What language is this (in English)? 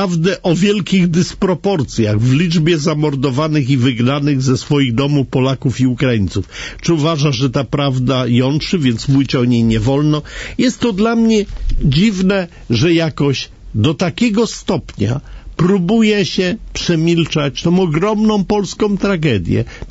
Polish